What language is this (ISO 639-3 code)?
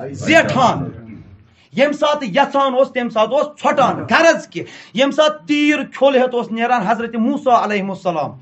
kas